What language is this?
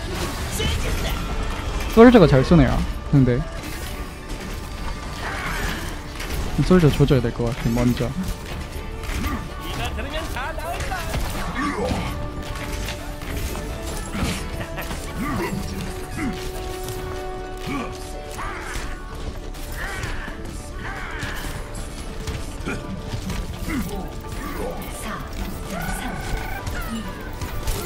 Korean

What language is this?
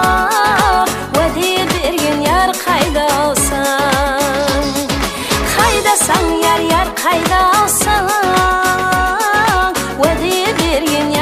Kara-Kalpak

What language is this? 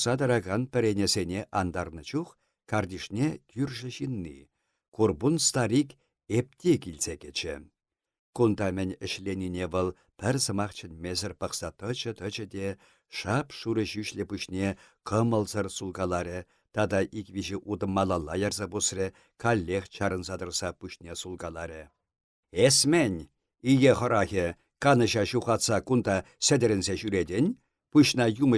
Chuvash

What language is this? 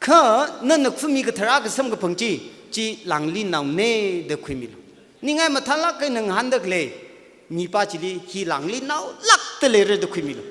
Tangkhul Naga (India)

